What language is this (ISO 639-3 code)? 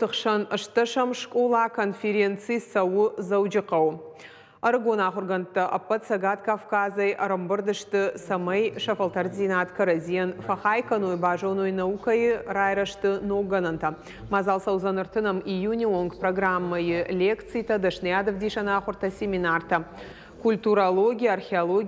oss